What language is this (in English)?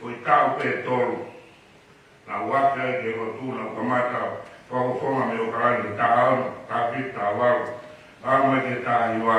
Tongan